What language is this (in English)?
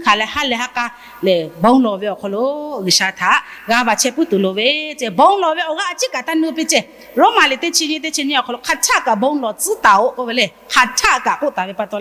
Lahu